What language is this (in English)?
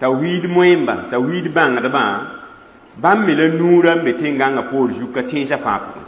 Mossi